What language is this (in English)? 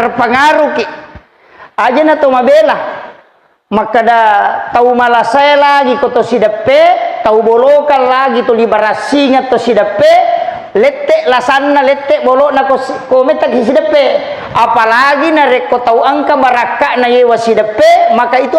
Buginese